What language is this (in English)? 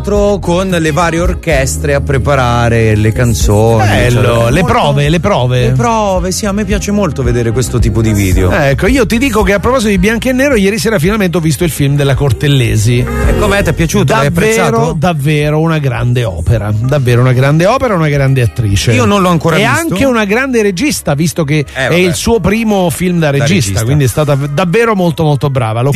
Italian